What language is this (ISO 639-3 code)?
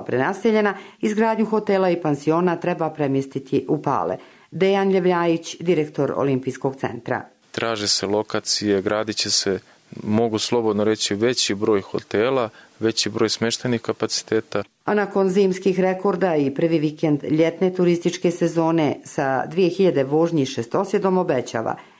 hrv